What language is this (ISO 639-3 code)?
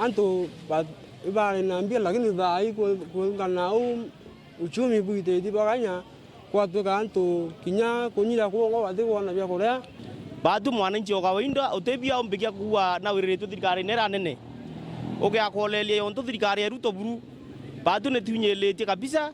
mer